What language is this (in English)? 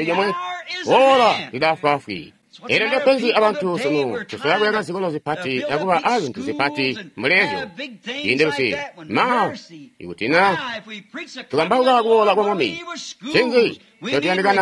Tonga (Zambia)